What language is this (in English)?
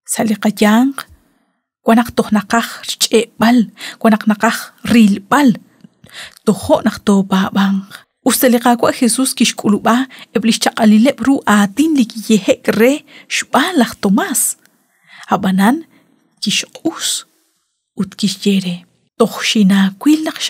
Kekchí